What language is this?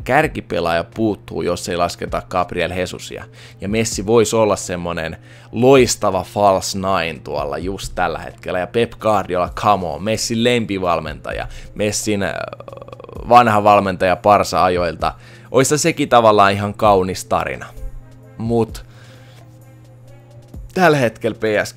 Finnish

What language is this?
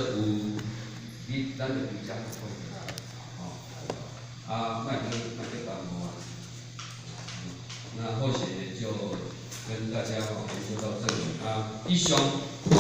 Min Nan Chinese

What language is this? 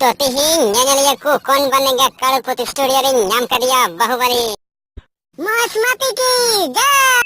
Santali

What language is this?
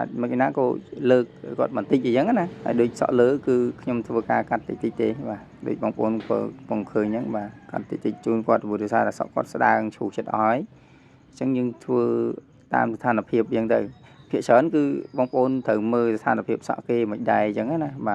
Khmer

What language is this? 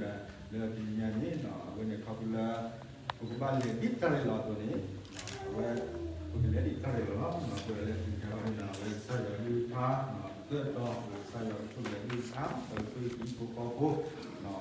S'gaw Karen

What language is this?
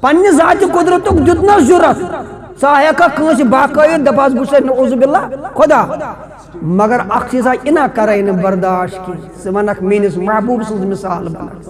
Kashmiri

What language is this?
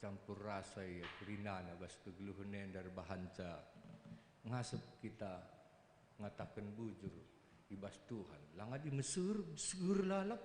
Batak Karo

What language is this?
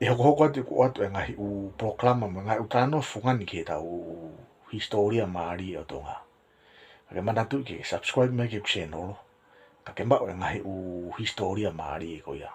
Tongan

